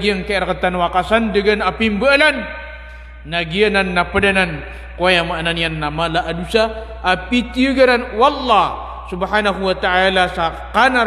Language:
Maranao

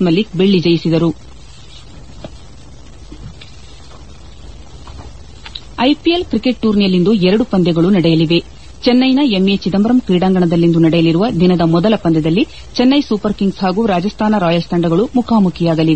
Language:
Kannada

